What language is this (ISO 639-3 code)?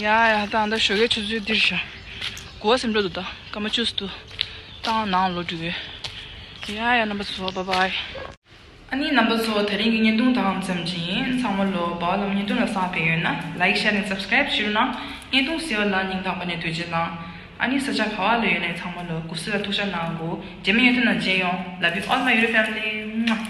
bod